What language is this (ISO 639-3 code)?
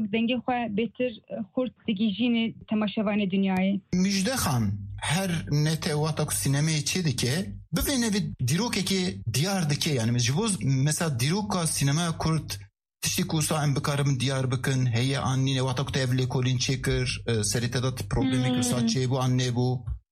kur